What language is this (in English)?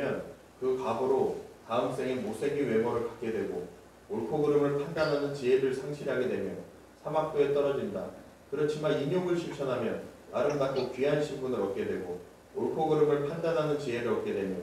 Korean